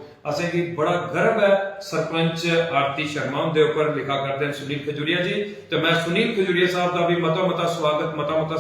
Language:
Dogri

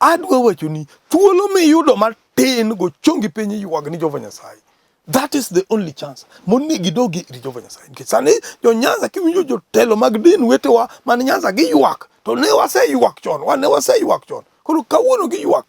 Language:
Luo (Kenya and Tanzania)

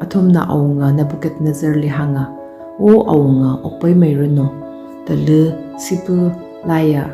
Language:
Tangkhul Naga (India)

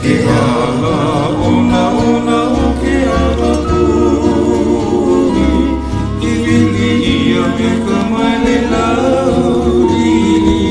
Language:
Hawaiian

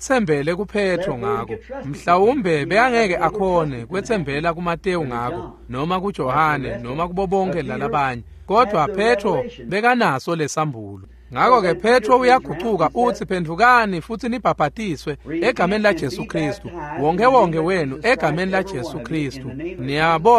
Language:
Swati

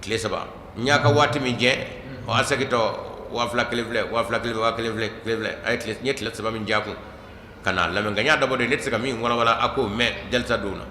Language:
Bambara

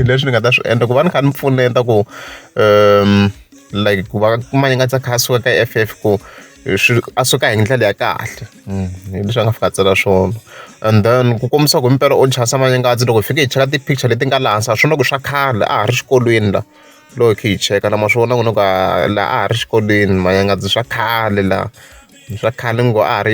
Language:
Tsonga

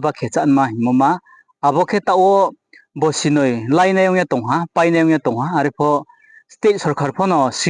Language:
Riang (India)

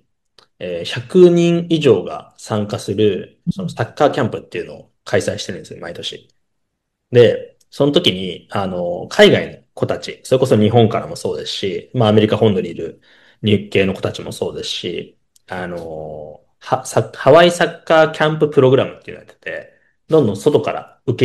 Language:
Japanese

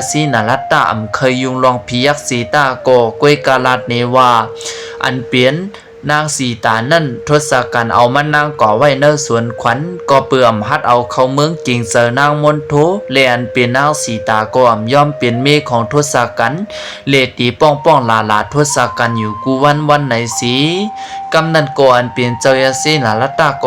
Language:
Lao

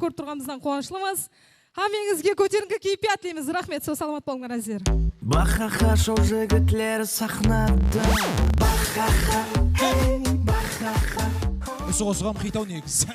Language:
Kara-Kalpak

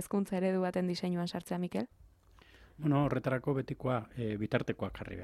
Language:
Basque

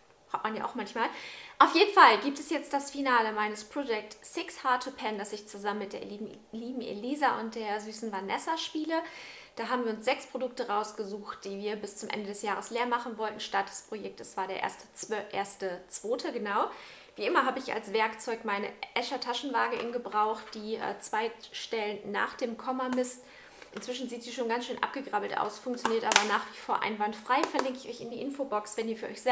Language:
German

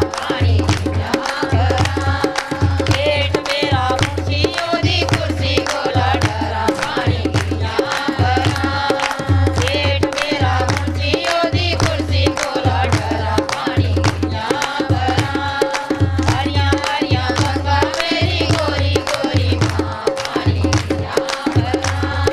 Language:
Dogri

